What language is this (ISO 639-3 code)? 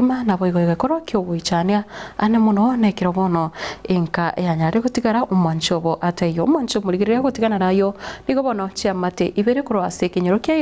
guz